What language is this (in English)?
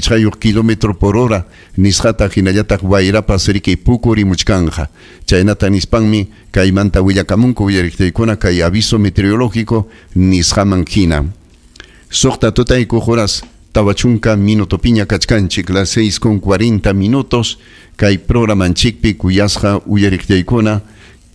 Ayacucho Quechua